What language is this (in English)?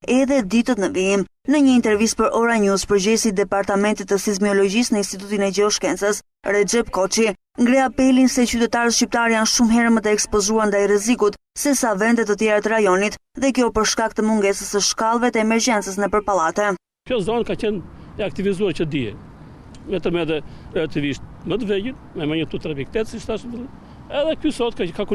Albanian